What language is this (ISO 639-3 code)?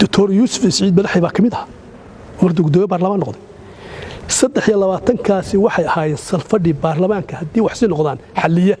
som